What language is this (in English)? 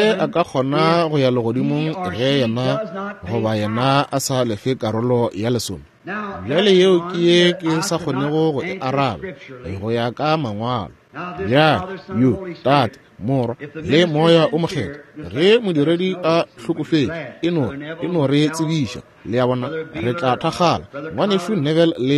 Northern Sotho